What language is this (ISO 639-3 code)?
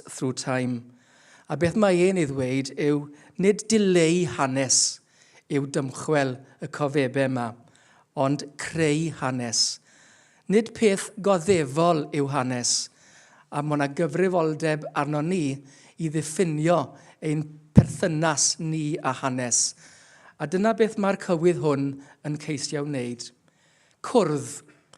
cym